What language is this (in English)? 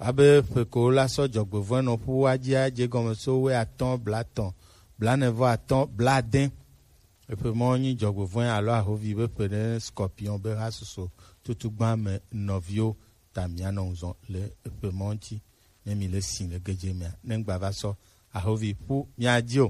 Gen